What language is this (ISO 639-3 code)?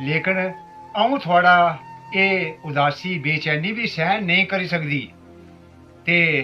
doi